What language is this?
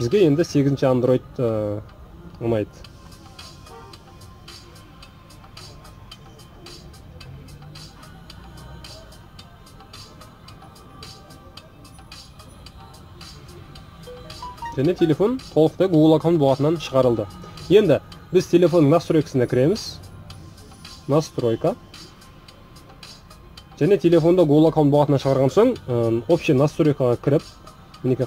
Kazakh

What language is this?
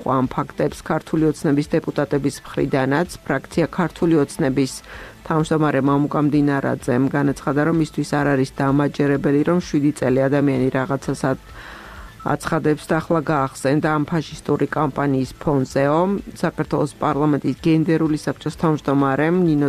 Georgian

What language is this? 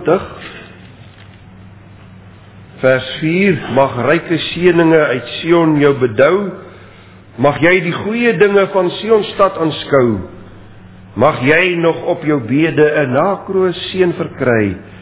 Afrikaans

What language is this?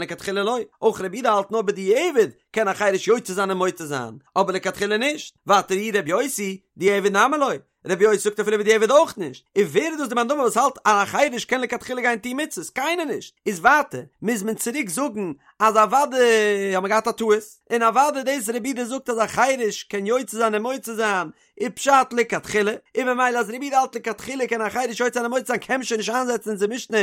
Yiddish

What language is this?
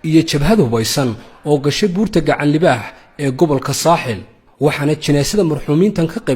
Somali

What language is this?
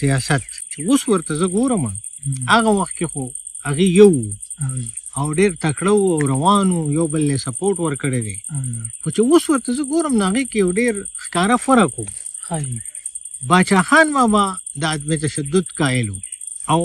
Pashto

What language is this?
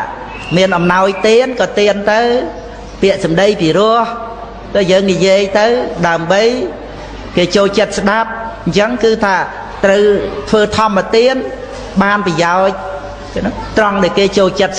Khmer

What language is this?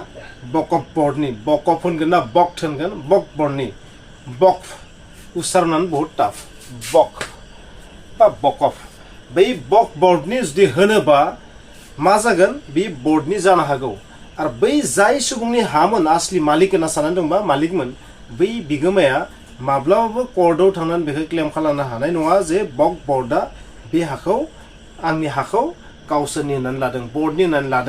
Bodo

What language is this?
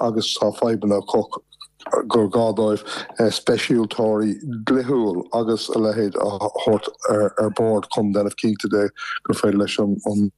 Irish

